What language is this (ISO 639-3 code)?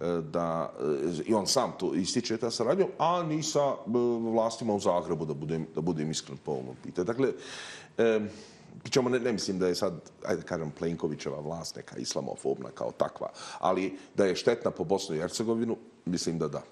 bos